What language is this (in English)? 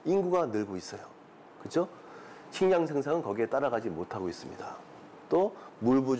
Korean